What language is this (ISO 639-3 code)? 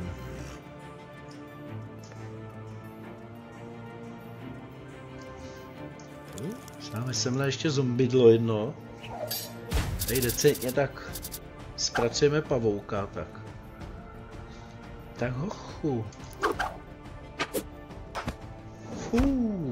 ces